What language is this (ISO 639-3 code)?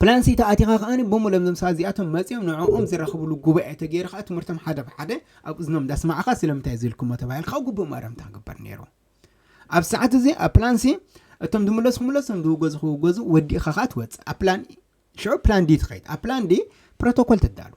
tir